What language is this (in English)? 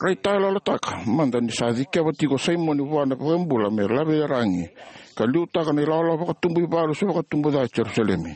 Fijian